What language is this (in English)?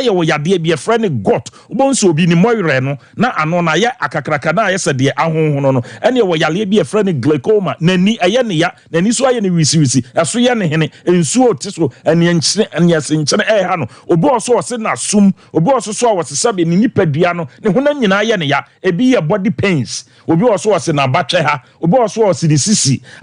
Akan